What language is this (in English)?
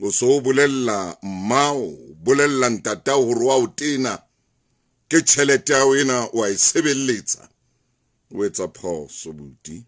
Southern Sotho